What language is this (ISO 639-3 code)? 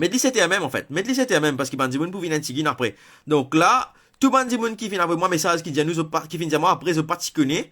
mfe